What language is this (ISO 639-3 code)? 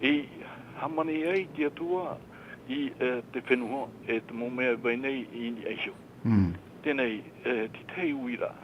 tah